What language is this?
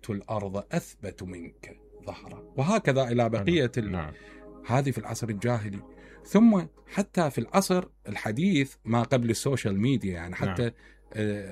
Mesopotamian Arabic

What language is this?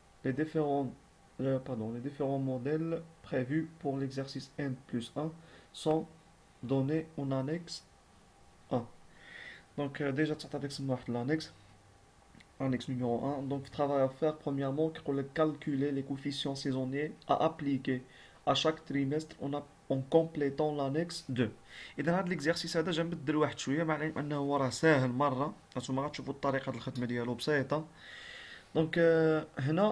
Moroccan Arabic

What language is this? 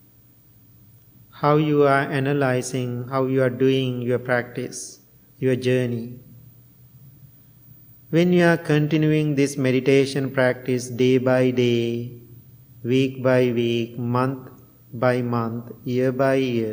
English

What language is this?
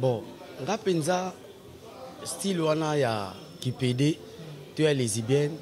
Lingala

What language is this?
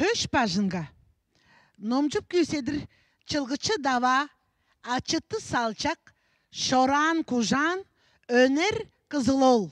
Tuvinian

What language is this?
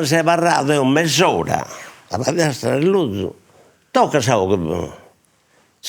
Sardinian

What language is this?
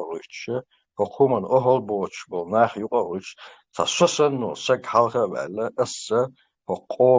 Chechen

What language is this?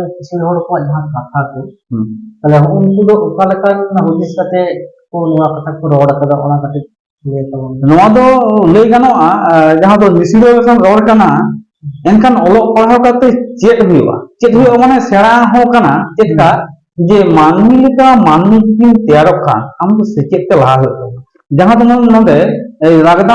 Santali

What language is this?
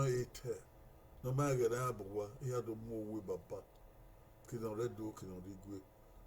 Bini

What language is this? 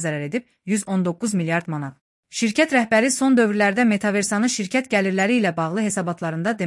Azerbaijani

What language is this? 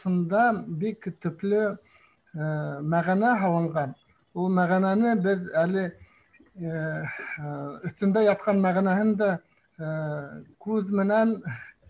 Bashkir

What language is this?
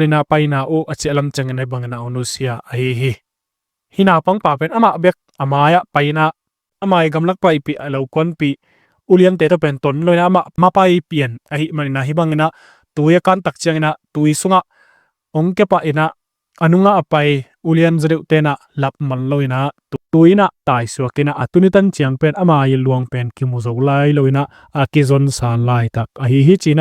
Tedim Chin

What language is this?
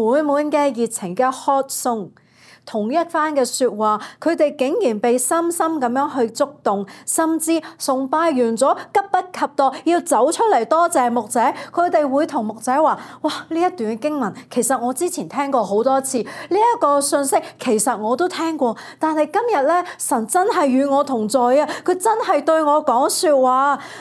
Cantonese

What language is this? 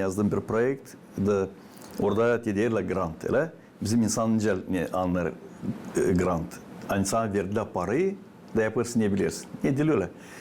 Gagauz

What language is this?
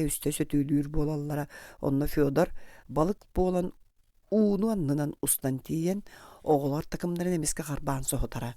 Yakut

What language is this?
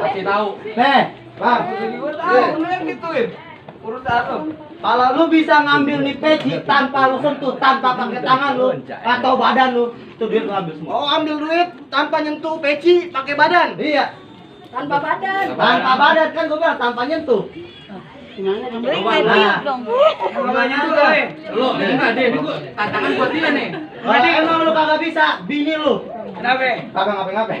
Betawi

